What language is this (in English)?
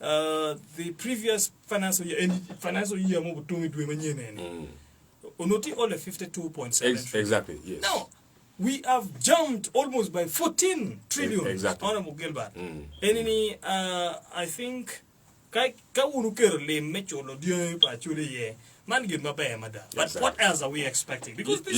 Acoli